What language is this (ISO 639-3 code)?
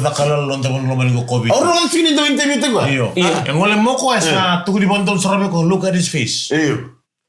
fij